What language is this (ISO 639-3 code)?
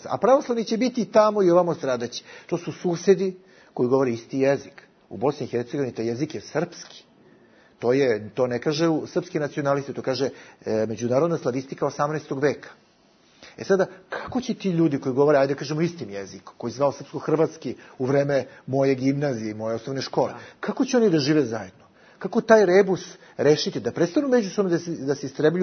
bos